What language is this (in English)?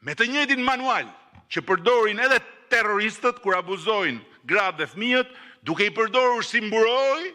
Albanian